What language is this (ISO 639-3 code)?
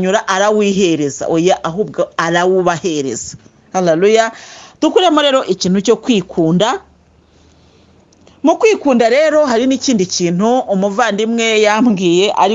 kin